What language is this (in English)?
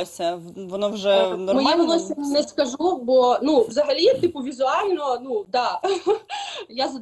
Ukrainian